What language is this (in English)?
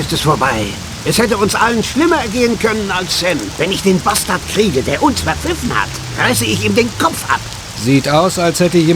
Bavarian